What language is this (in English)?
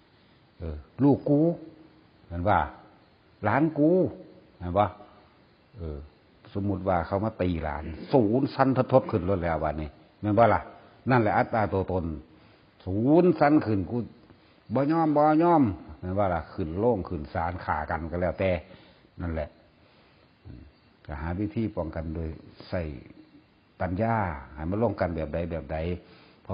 Northeastern Thai